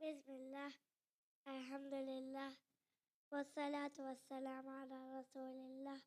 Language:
Divehi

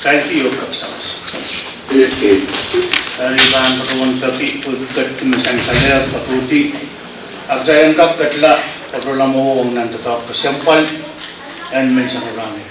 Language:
Pohnpeian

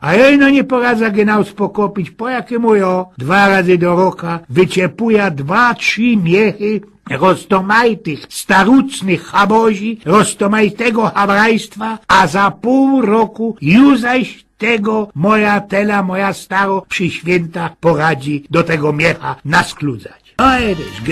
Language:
Silesian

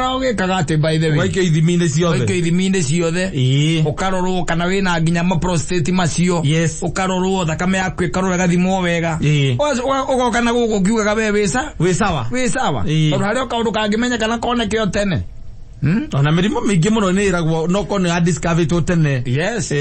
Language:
Kikuyu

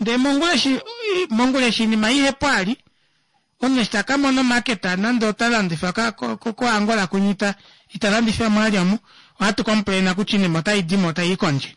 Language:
Kuanyama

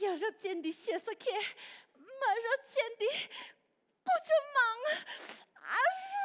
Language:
Tibetan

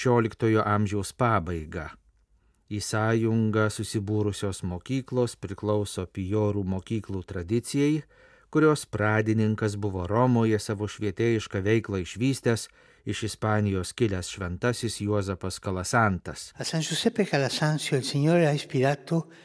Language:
Lithuanian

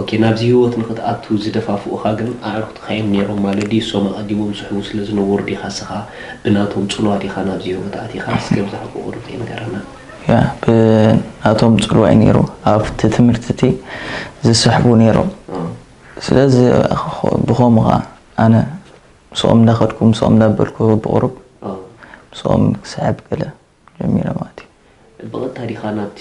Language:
Tigrinya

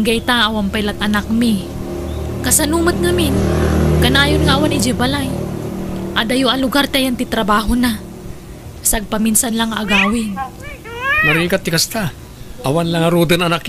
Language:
Iloko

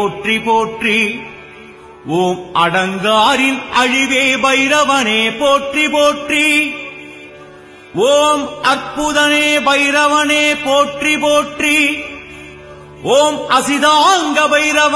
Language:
Tamil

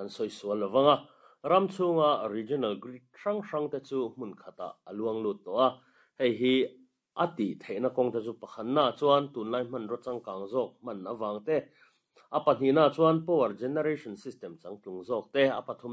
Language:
Mizo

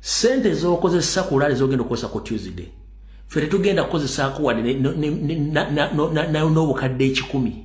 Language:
Ganda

